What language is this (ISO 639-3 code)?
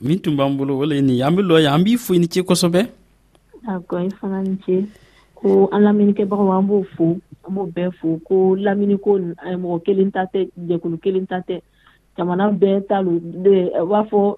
dyu